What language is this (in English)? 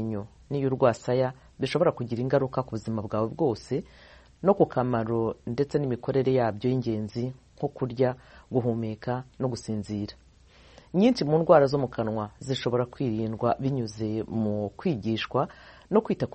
Kinyarwanda